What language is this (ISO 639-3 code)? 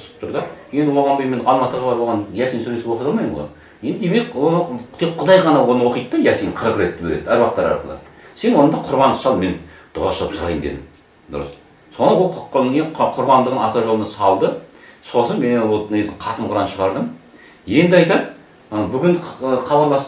kaz